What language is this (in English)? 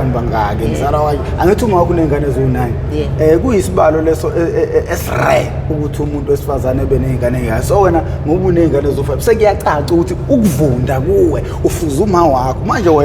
Zulu